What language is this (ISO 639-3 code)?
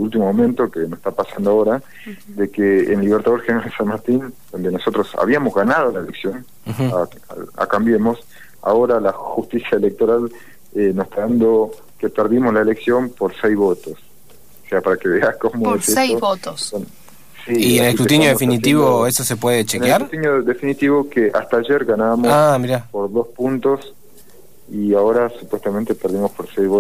spa